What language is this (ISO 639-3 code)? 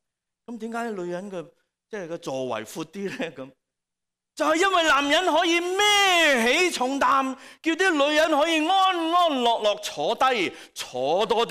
yue